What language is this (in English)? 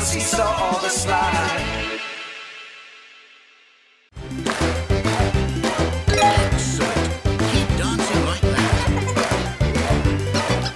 Hungarian